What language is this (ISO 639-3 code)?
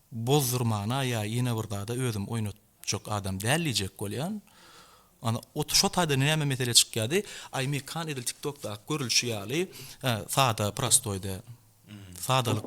tuk